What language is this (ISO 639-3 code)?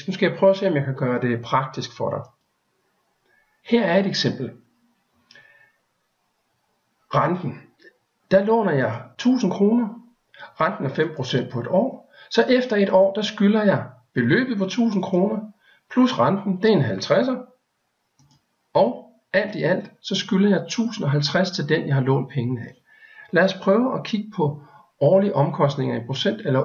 dan